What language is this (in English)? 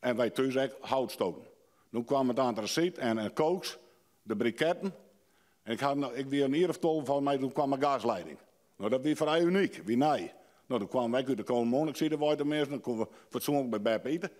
Western Frisian